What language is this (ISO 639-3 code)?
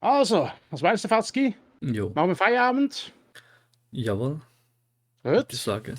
gsw